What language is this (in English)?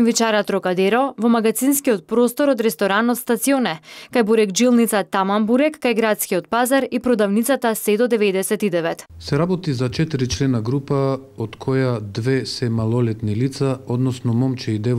Macedonian